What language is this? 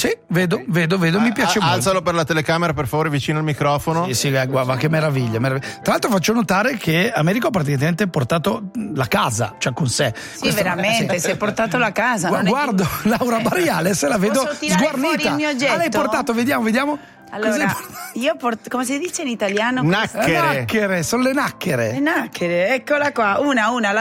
Italian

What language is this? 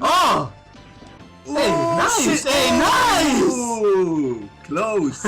Swiss German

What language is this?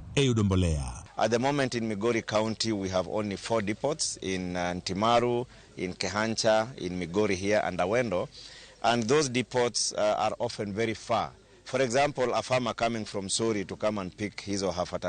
Luo (Kenya and Tanzania)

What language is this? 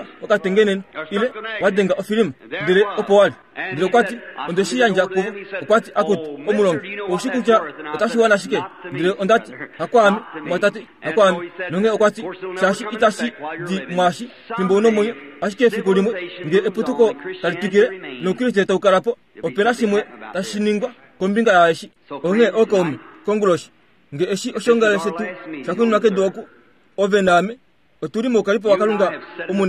Kuanyama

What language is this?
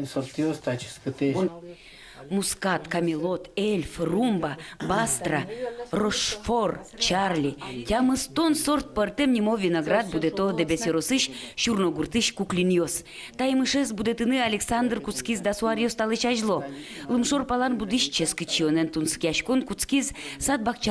Udmurt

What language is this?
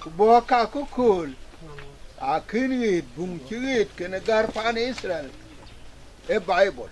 Dinka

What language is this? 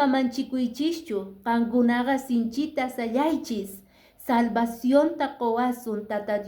Quechua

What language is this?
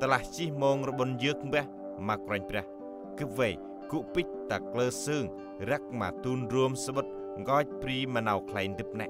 Central Mnong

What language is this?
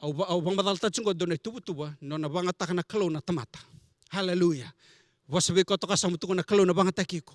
Fijian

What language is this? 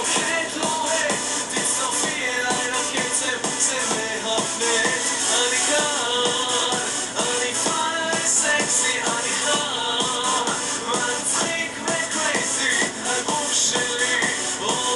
Hebrew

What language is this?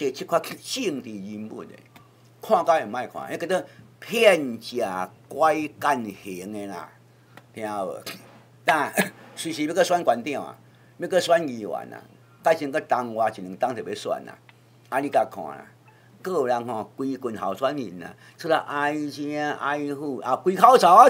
Min Nan Chinese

